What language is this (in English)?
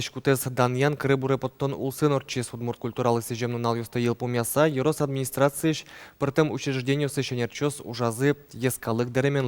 Udmurt